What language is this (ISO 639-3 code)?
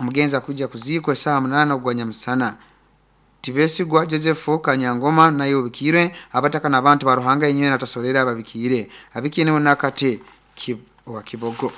nyo